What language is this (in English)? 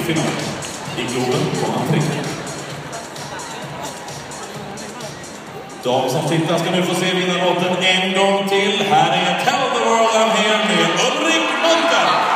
Swedish